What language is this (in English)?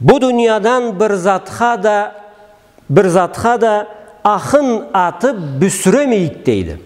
Karachay-Balkar